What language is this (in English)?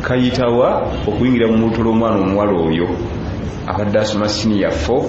Ganda